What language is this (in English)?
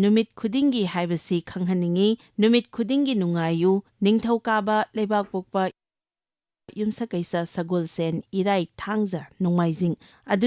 Manipuri